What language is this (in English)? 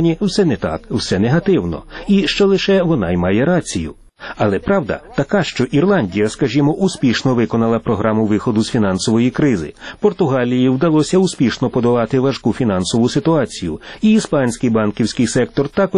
Ukrainian